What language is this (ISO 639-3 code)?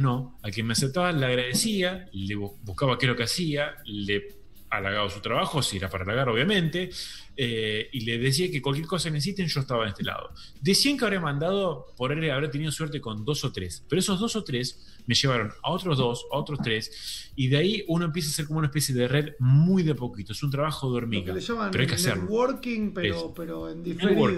spa